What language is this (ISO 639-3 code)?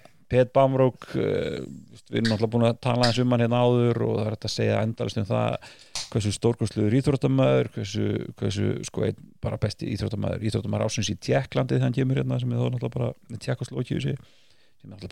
isl